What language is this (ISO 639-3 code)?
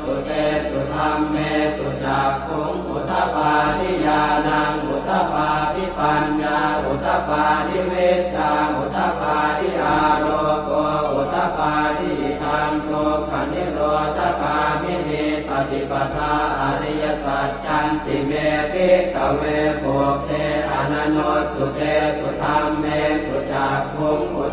pli